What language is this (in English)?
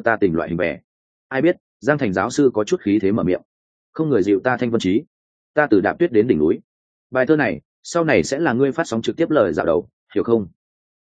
Vietnamese